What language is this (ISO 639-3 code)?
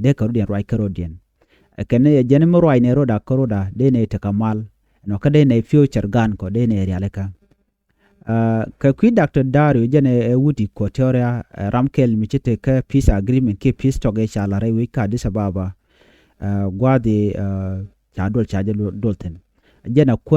nus